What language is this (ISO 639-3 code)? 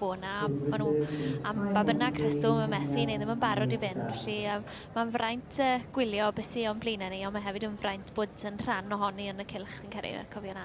cym